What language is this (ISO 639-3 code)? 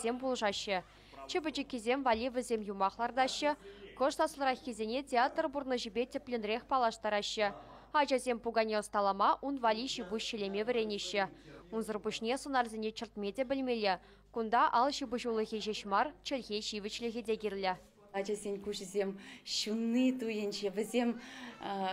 chv